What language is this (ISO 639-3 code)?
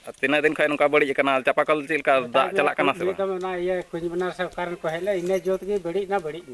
sat